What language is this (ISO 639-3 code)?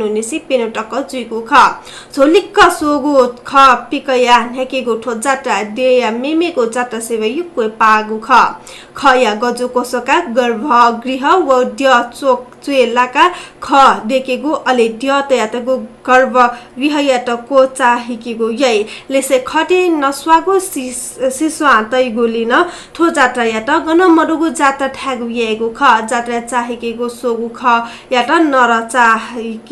new